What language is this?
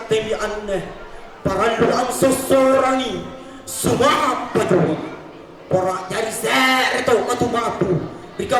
Makasar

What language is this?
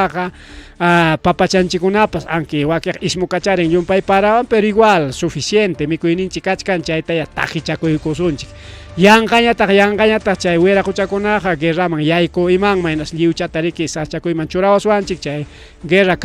Ayacucho Quechua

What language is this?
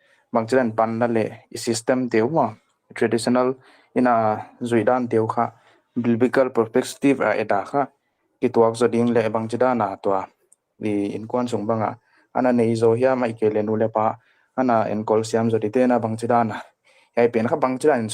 Paite Chin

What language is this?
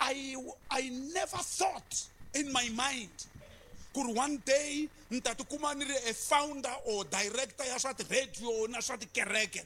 Tsonga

